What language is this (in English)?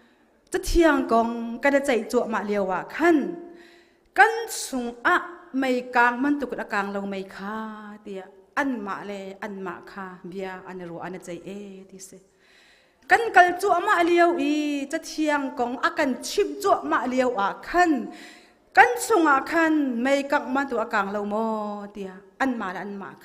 Hakha Chin